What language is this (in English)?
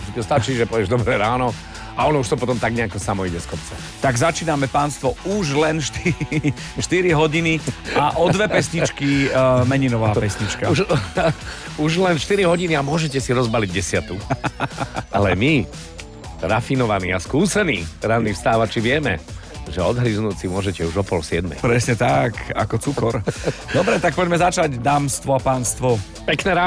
Slovak